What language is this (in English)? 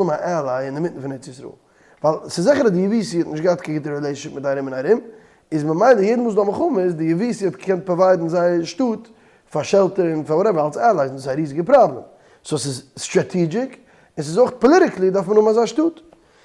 Yiddish